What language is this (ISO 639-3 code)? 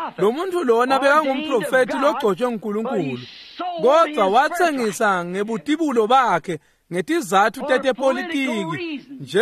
ssw